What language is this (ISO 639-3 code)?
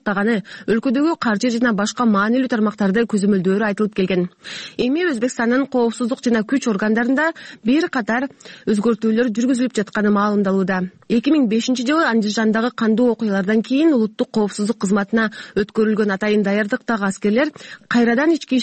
kir